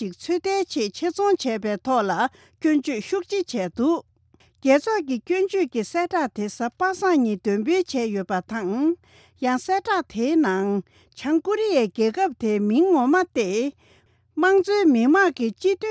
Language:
Tibetan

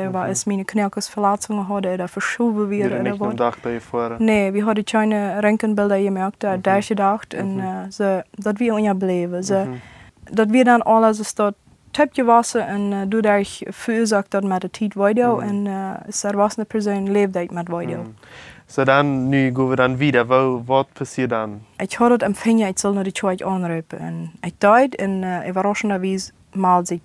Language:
Plautdietsch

